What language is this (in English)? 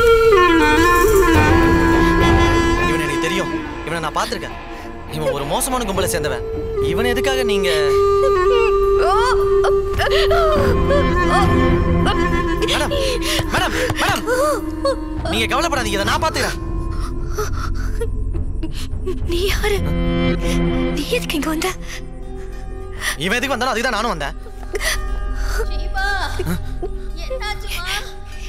Tamil